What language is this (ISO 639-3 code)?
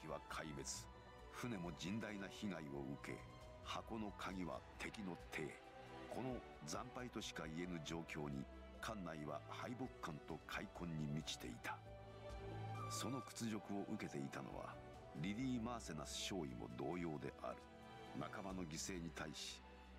jpn